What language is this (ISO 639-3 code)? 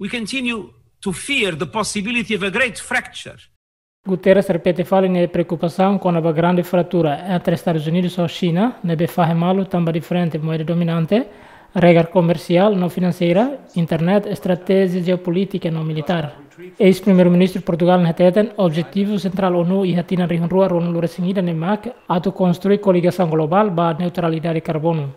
tet